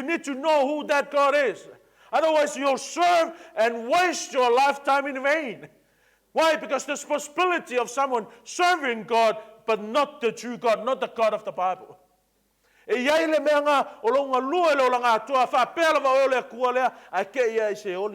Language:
Samoan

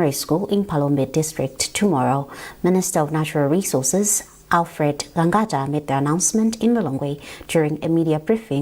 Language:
English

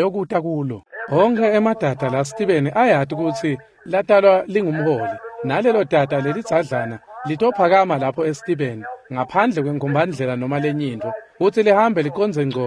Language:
Swati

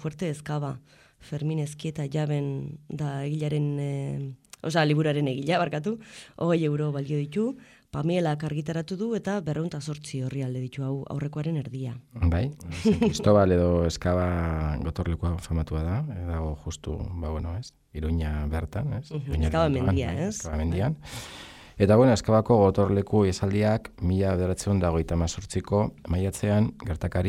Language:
Basque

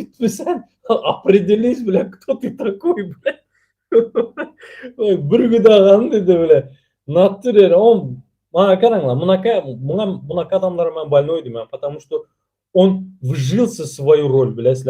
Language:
Turkmen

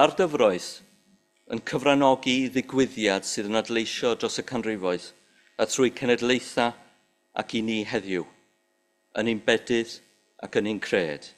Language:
Welsh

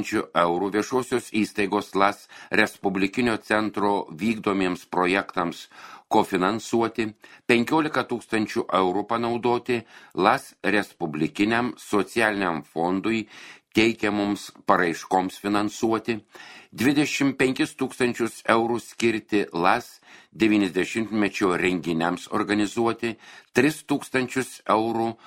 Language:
Lithuanian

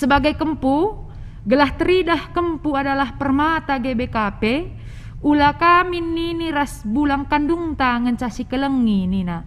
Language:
Batak Karo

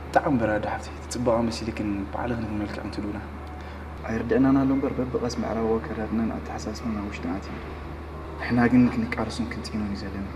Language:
Tigrinya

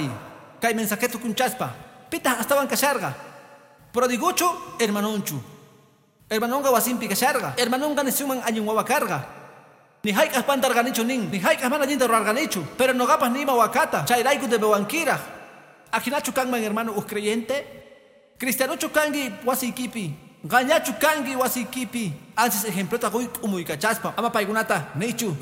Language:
Quechua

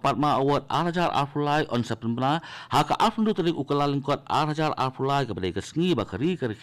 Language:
Khasi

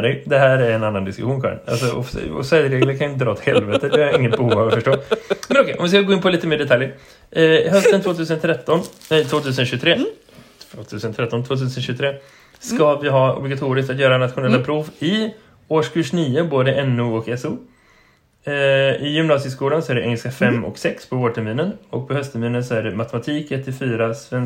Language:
Swedish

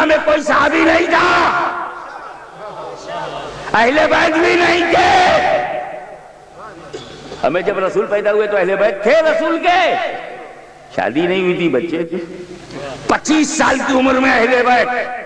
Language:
Urdu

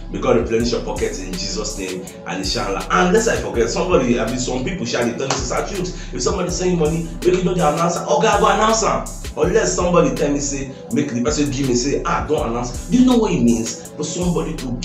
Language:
Nigerian Pidgin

